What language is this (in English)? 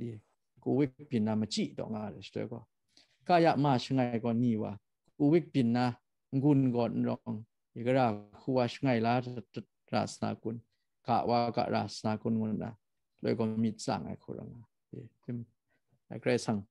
Kachin